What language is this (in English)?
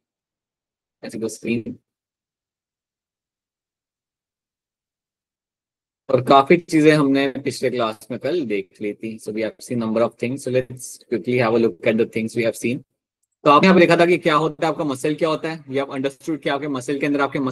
Hindi